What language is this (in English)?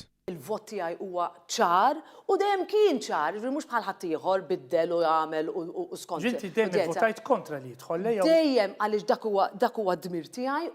Maltese